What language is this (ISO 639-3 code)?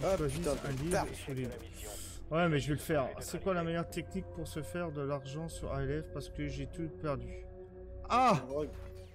fra